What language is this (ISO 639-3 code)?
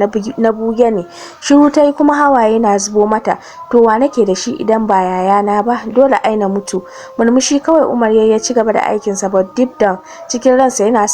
hau